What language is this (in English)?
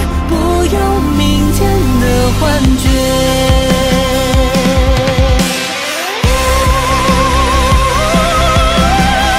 Chinese